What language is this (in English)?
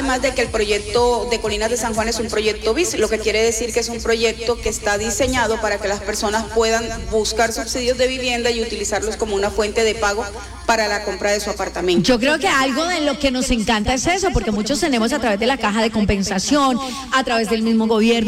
Spanish